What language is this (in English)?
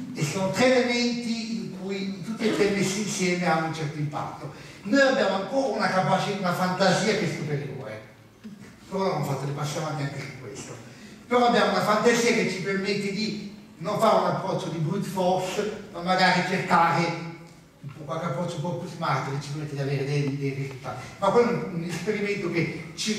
Italian